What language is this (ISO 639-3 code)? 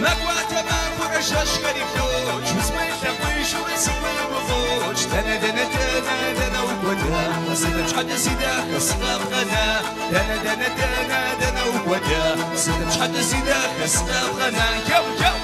kbd